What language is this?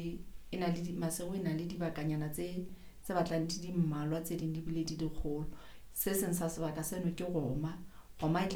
Southern Sotho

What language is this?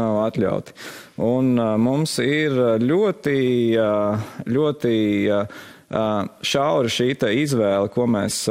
Latvian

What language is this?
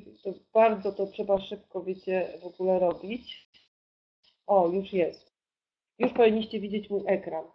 Polish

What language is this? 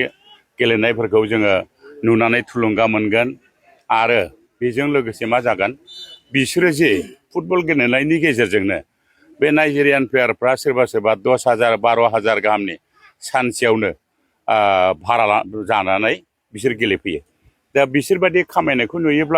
Bodo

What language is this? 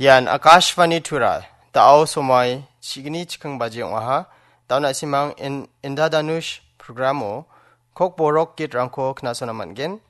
Garo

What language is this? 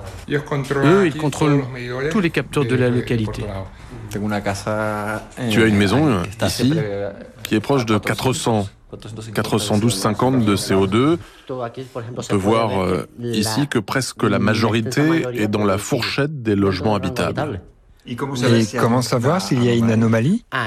French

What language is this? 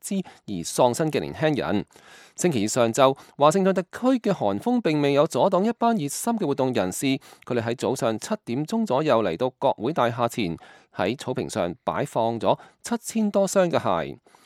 Cantonese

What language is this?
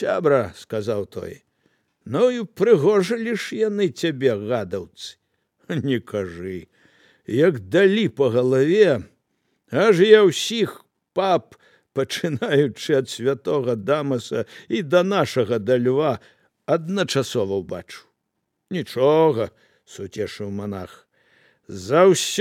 Belarusian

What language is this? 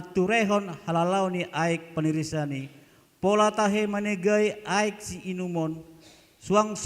Batak Toba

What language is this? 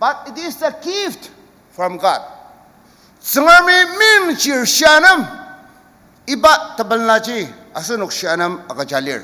Ao Naga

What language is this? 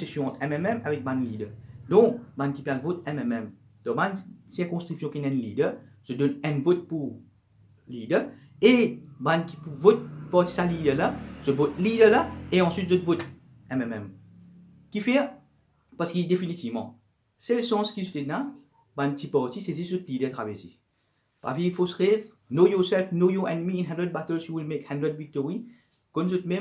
Morisyen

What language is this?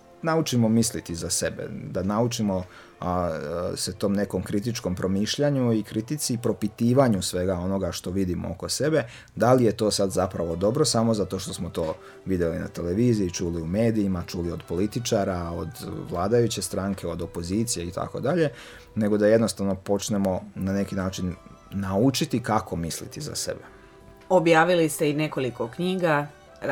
Serbian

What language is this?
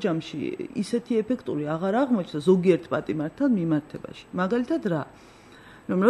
Georgian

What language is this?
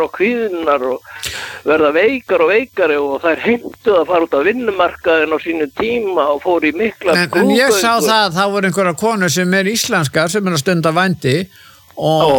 Icelandic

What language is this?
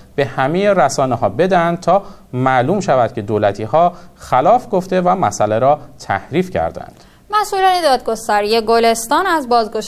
Persian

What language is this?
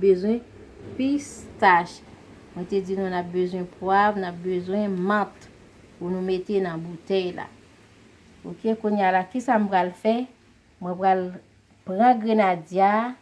Haitian Creole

